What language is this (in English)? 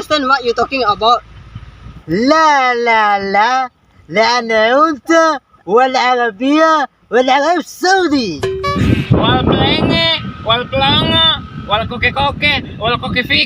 Bima